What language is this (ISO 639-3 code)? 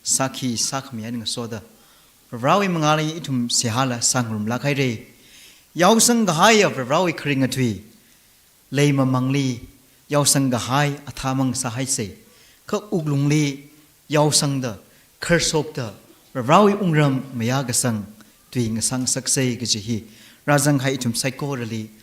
nmf